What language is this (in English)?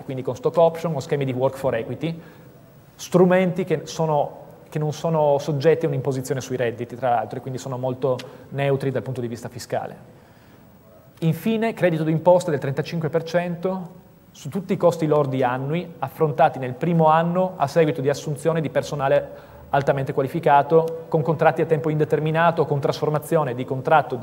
Italian